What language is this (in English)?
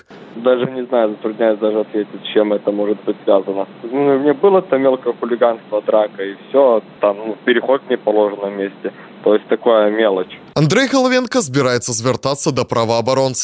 Belarusian